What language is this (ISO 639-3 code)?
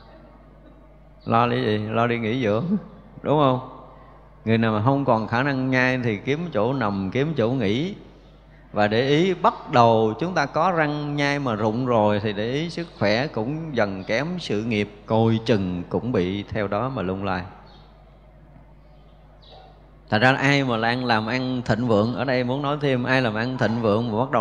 vie